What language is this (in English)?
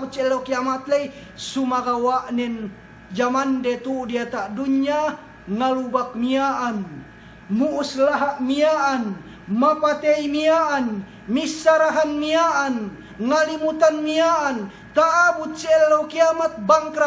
Yakan